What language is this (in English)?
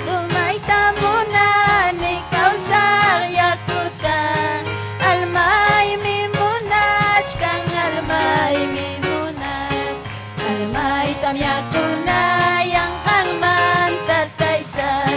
Ayacucho Quechua